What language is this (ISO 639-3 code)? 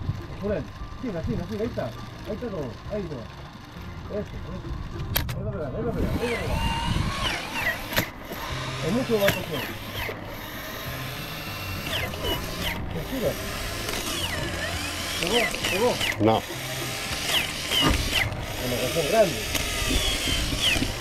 spa